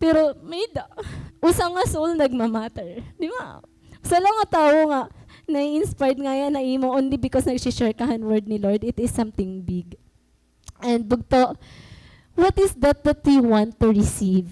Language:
Waray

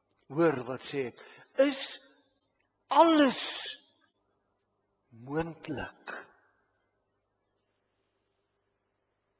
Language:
Afrikaans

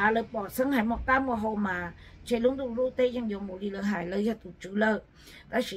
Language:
Vietnamese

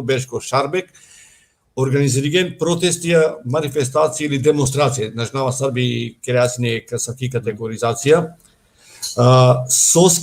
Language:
Balkan Romani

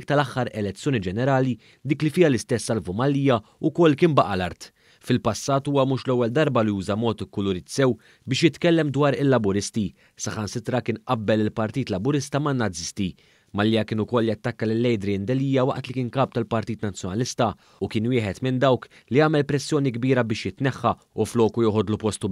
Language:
Maltese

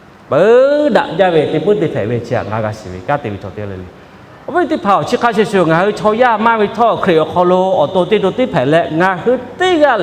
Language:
Lahu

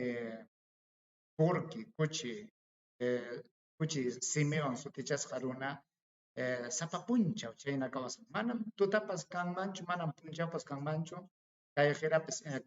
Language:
Ayacucho Quechua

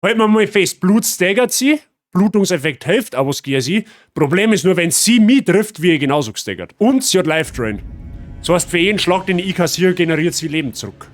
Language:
Bavarian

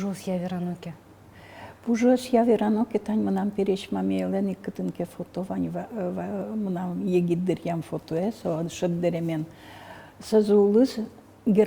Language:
Udmurt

